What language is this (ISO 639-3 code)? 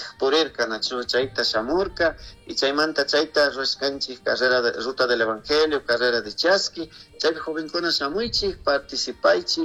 qug